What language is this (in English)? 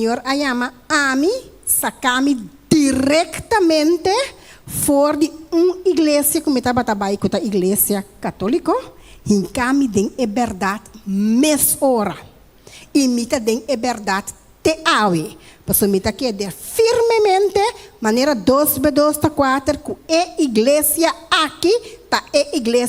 Papiamento